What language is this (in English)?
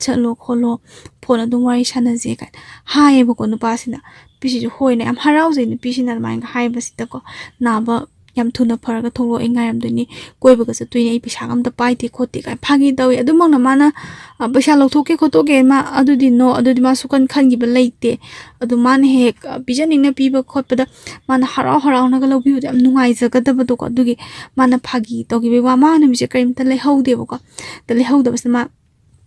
Manipuri